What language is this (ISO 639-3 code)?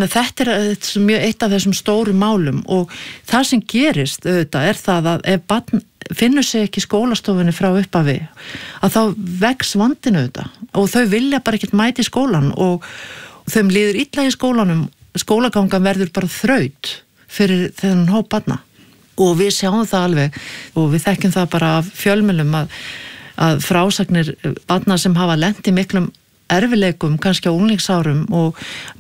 isl